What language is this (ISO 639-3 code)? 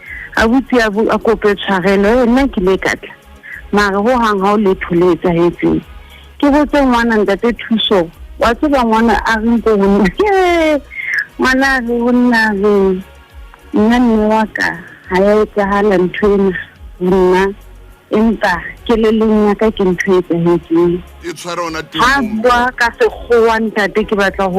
sot